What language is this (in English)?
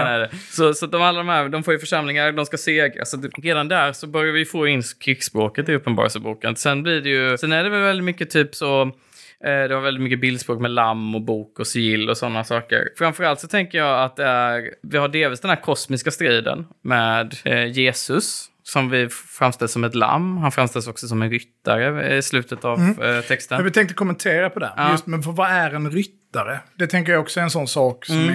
Swedish